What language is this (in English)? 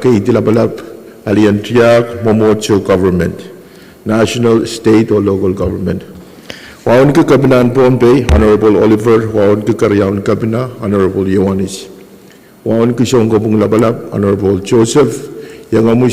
Pohnpeian